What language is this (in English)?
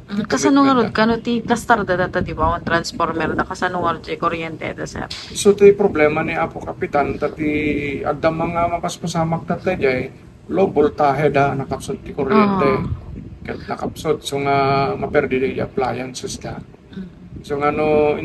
Iloko